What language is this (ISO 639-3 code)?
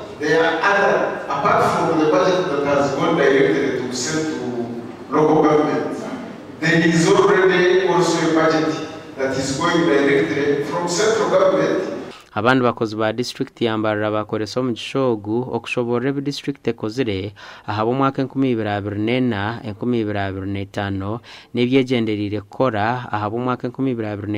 nyn